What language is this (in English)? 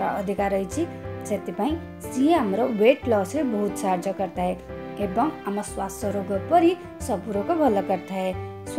Odia